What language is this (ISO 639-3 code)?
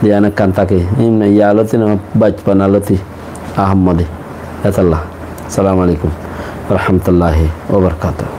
rhg